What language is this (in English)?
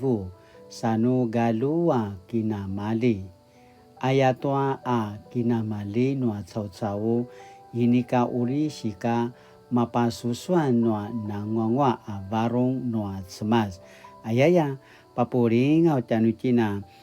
Paiwan